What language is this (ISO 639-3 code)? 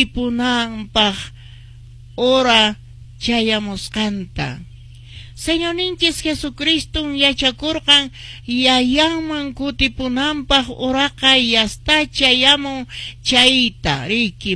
que